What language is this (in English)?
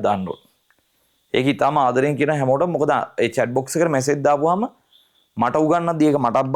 Sinhala